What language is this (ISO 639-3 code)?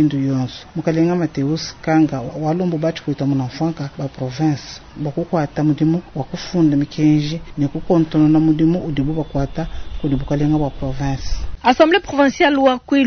lua